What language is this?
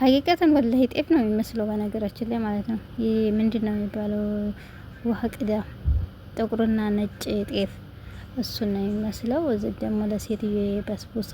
Amharic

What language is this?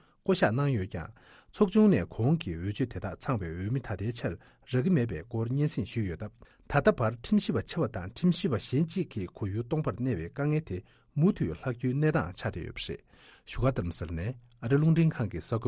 Tibetan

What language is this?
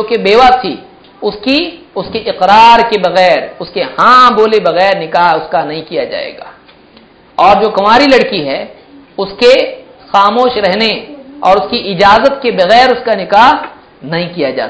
Urdu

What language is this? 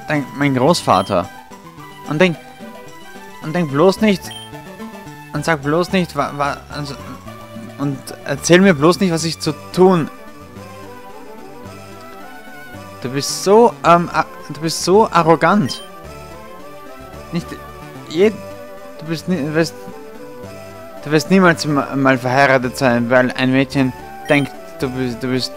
German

